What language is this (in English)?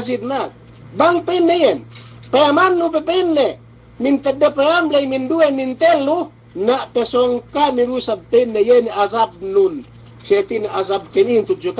Yakan